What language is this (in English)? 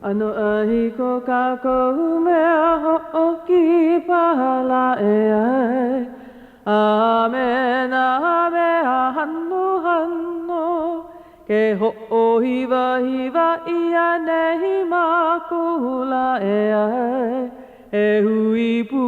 Hawaiian